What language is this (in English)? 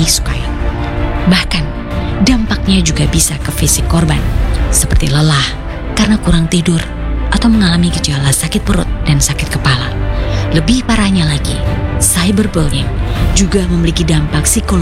Indonesian